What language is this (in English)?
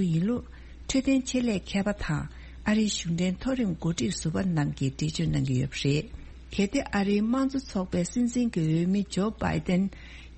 Tibetan